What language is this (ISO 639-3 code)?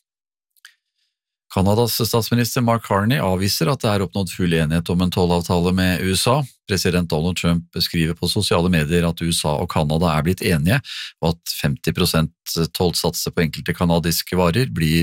nor